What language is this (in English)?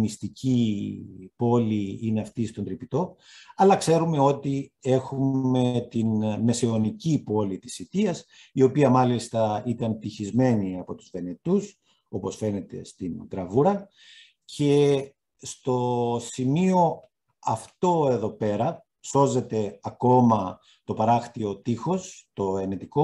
Greek